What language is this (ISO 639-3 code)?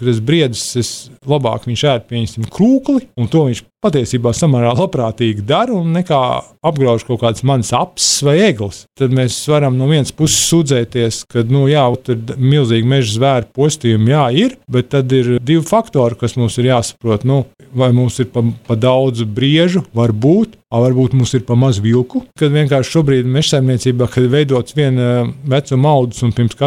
lav